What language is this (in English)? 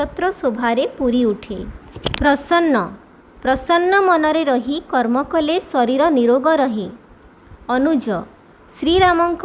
Odia